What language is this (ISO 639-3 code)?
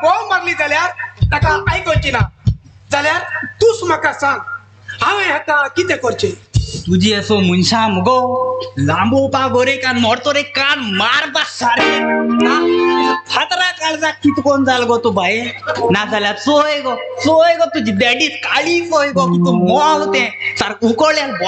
kok